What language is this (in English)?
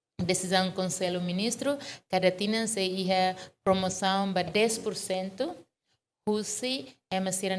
Tetum